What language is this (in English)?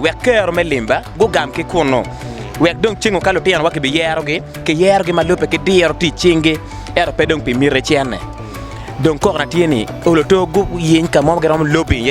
Acoli